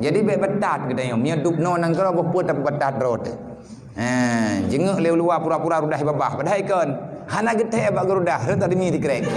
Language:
Achinese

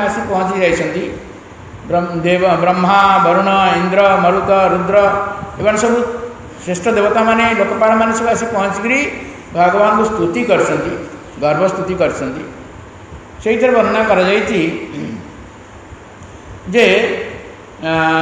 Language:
Odia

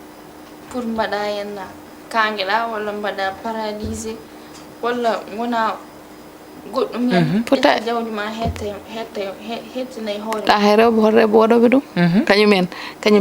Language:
Fula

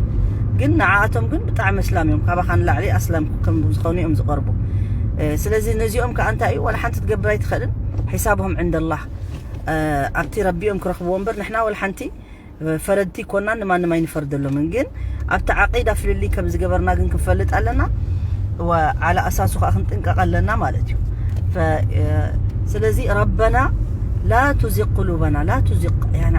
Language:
Tigrinya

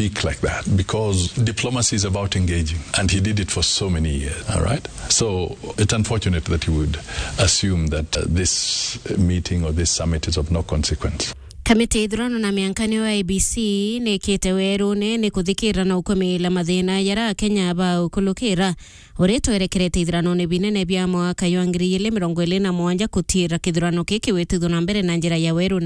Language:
Meru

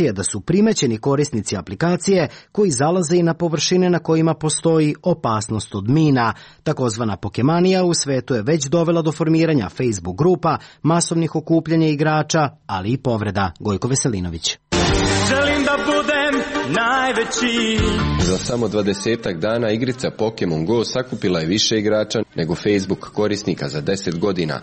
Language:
Serbian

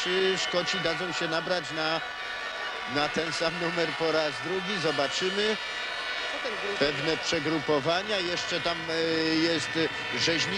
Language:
Polish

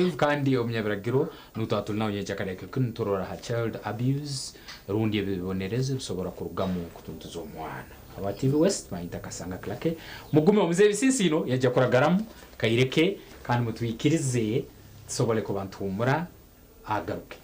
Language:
Nyankole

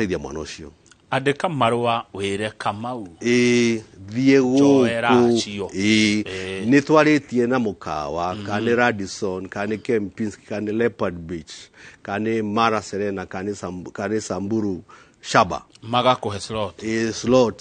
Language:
Kikuyu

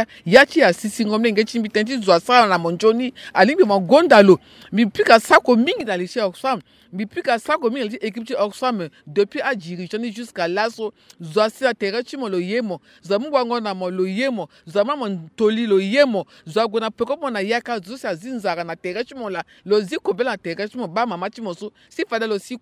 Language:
Sango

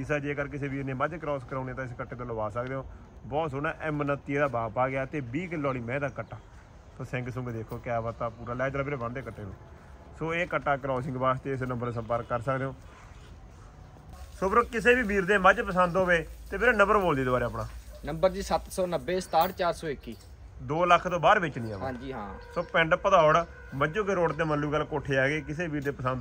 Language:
Punjabi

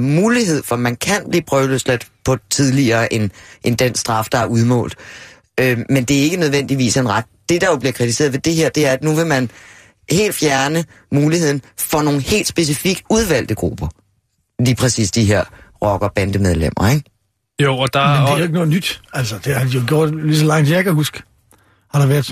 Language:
Danish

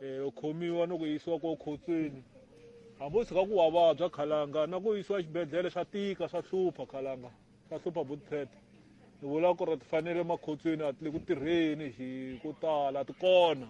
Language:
Tsonga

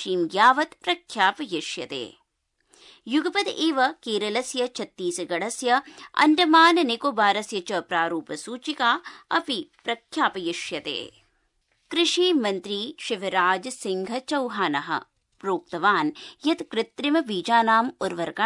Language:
Sanskrit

